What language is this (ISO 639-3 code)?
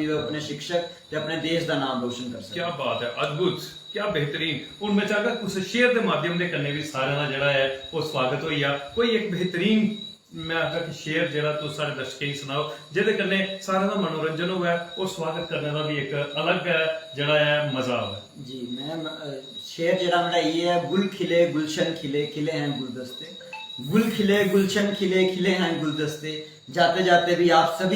doi